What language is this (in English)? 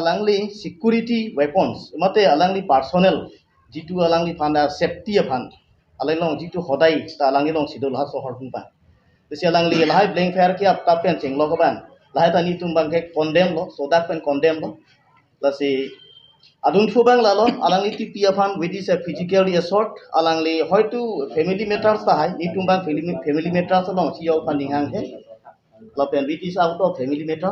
Karbi